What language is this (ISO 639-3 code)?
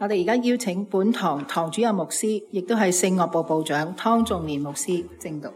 yue